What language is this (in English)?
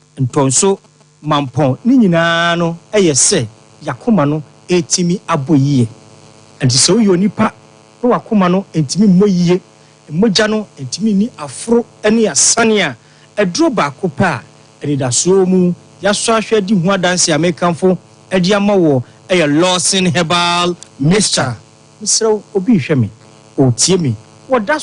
Akan